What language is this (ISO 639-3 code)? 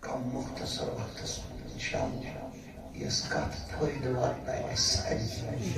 kas